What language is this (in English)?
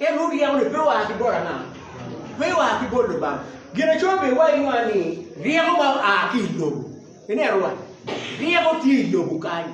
Acoli